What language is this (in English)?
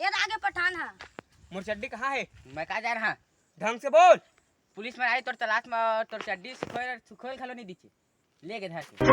Chhattisgarhi